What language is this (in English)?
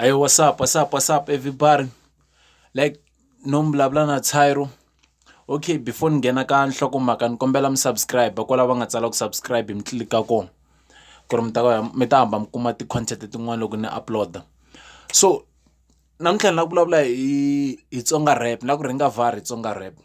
Tsonga